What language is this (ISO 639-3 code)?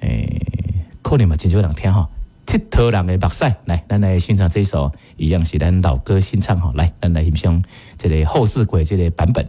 nan